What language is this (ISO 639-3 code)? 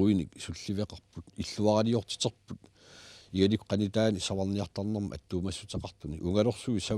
kal